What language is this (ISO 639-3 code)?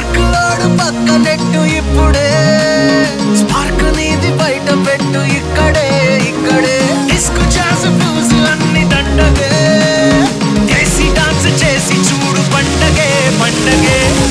tel